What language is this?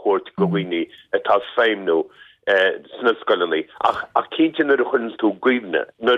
Irish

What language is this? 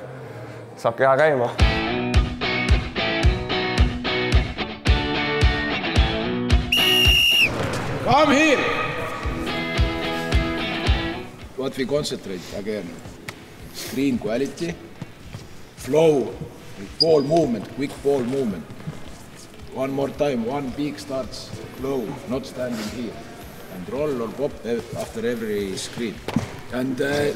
Estonian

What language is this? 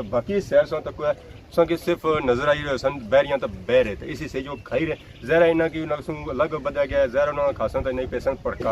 Pahari-Potwari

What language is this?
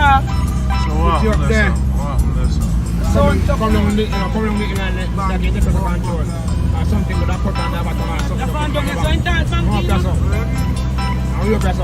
Jamaican Creole English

